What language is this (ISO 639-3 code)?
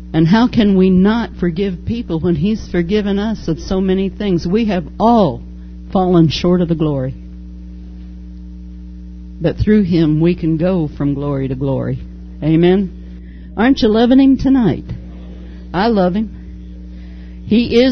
eng